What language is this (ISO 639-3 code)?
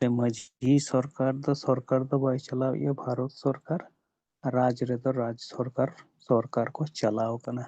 sat